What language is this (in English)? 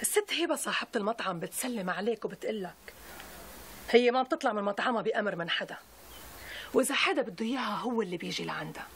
North Levantine Arabic